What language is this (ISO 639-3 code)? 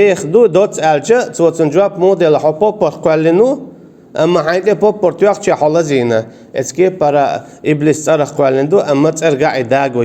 che